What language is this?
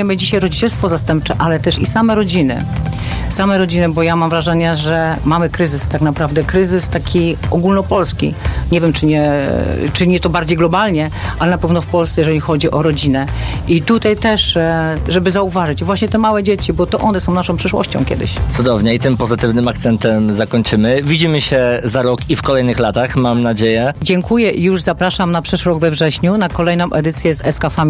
Polish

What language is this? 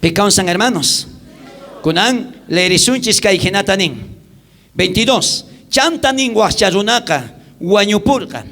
South Bolivian Quechua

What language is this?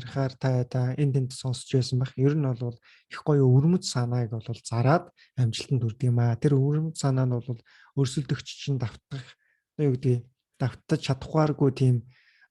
Mongolian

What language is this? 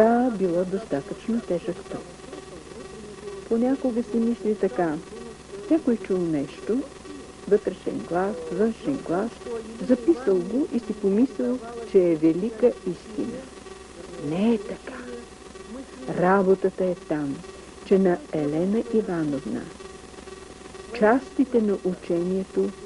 Bulgarian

